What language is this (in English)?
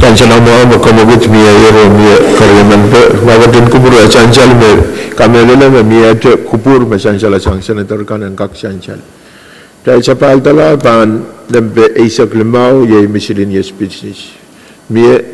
Pohnpeian